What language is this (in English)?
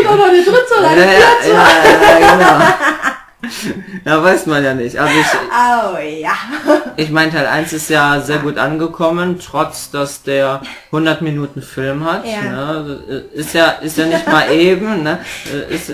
German